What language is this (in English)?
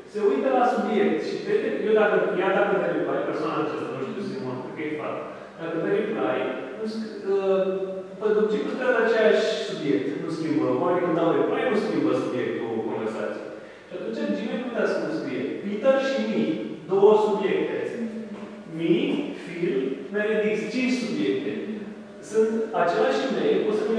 Romanian